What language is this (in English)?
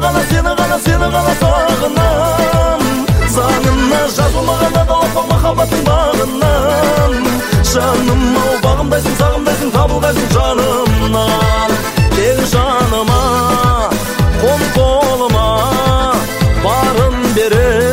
Kazakh